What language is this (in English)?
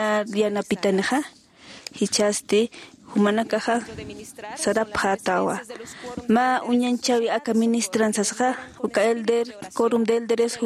Aymara